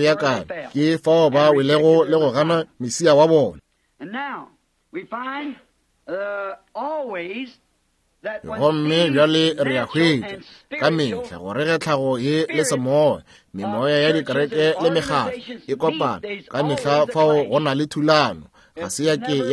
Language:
Northern Sotho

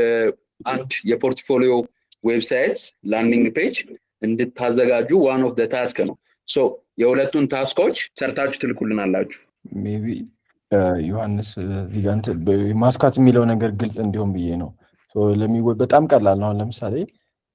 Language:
Amharic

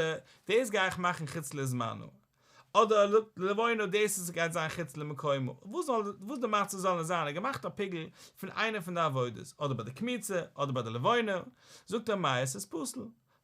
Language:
Yiddish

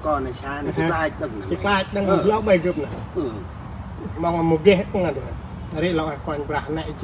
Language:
Central Mnong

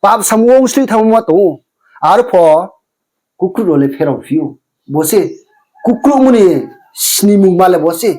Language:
Riang (India)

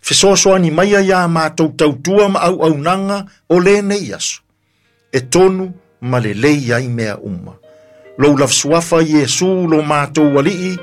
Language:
Samoan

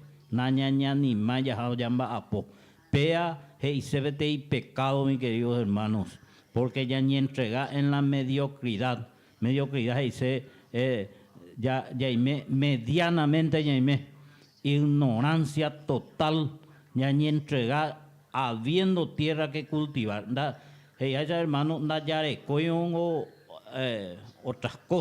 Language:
Guarani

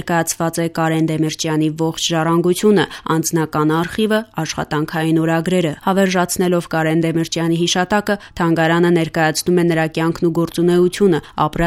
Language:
Armenian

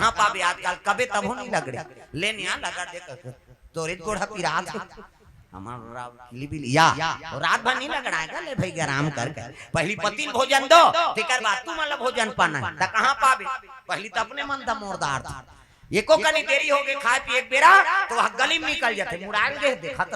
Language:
Chhattisgarhi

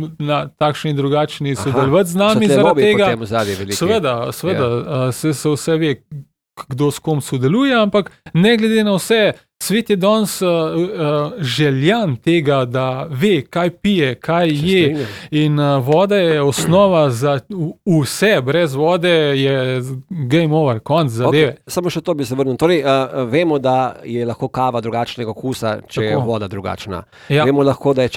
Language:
Slovenian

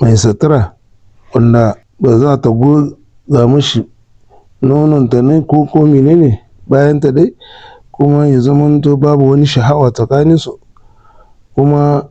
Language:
Hausa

